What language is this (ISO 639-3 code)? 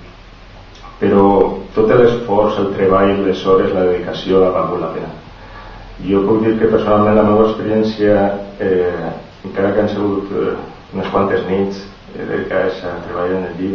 cat